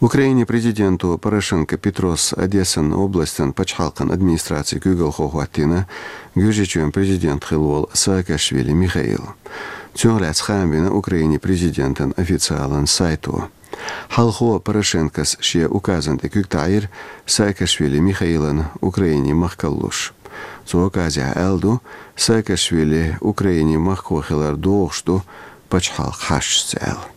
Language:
Chechen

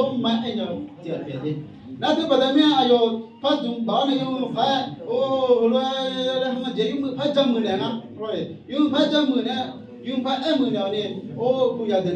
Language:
Akha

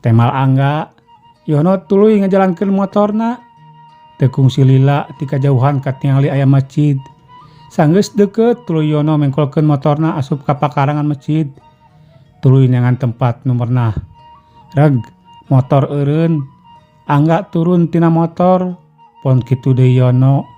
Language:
Sundanese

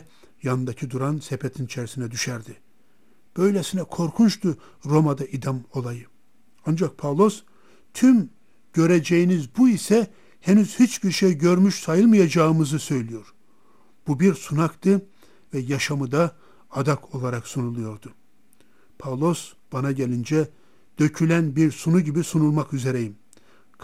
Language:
Turkish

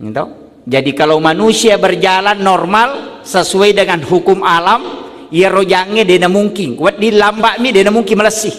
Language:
Buginese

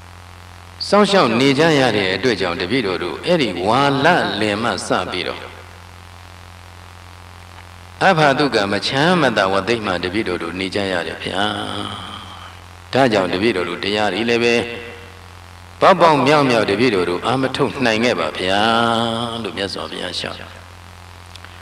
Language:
Burmese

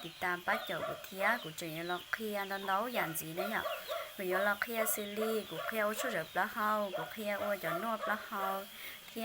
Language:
Hmong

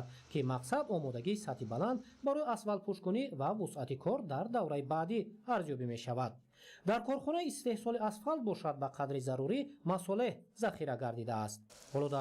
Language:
Tajik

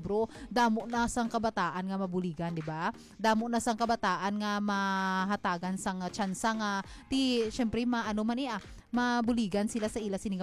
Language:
Hiligaynon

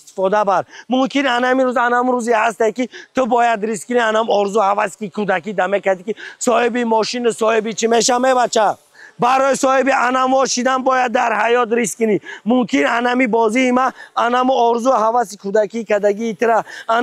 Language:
Tajik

